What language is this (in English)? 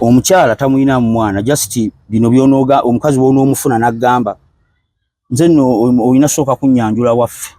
Ganda